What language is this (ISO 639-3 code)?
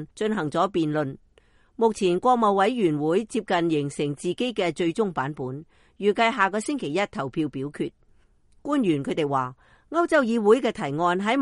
yue